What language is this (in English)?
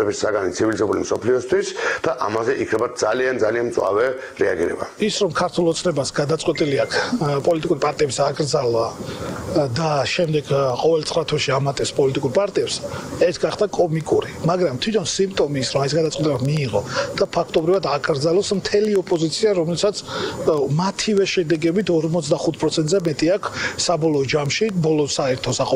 Georgian